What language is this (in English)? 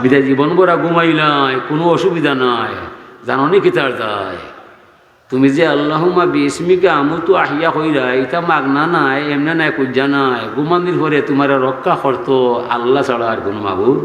Sylheti